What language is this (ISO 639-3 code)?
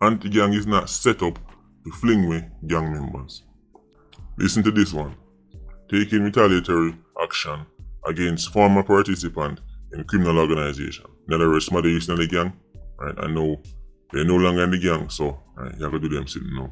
jam